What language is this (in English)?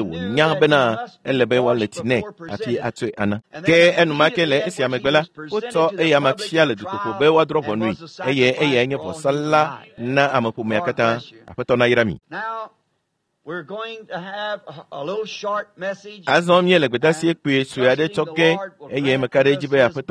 Ewe